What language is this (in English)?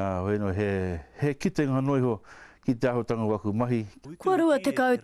Māori